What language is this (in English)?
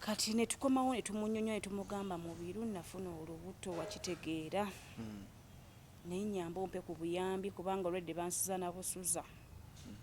Ganda